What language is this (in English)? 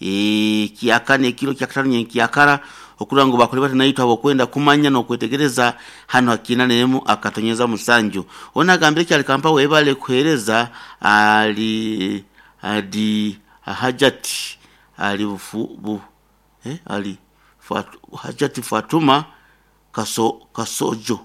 Nyoro